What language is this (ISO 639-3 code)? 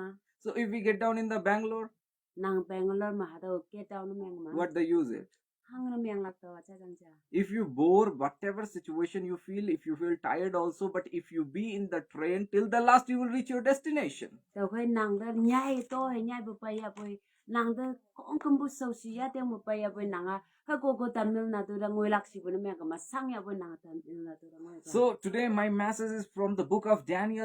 nbe